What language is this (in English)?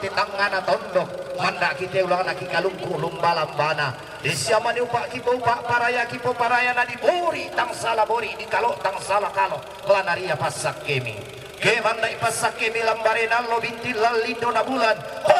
Toraja-Sa'dan